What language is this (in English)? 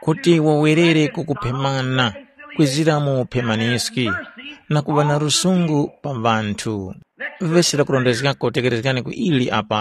Tumbuka